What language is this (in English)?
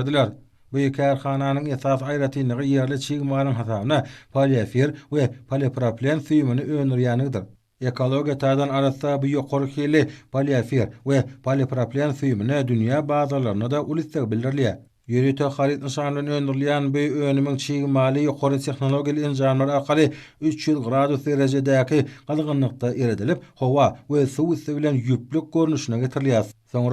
Turkmen